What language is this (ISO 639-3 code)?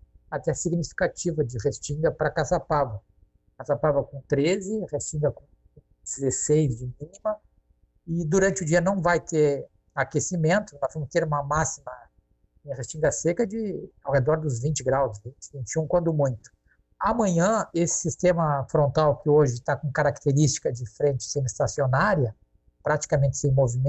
por